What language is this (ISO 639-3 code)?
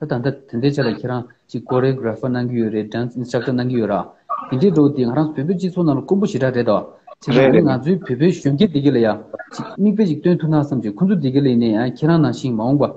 bod